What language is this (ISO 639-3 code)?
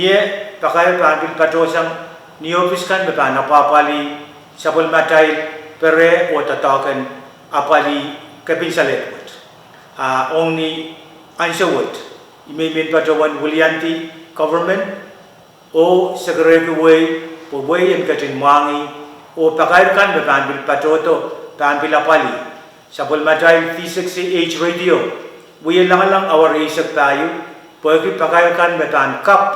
pon